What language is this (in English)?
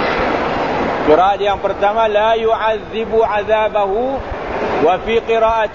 Malay